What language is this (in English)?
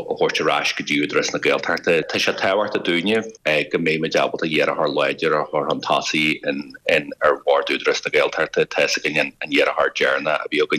Irish